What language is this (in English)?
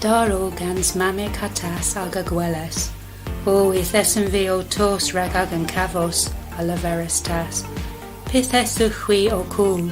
Cornish